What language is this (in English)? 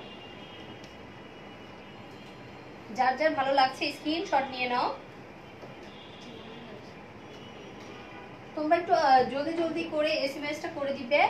Bangla